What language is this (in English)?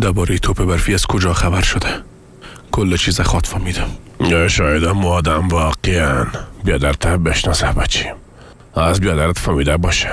Persian